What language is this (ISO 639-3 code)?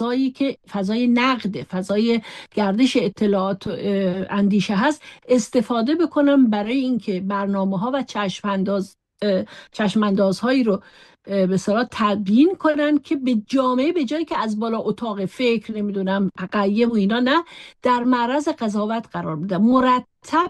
fas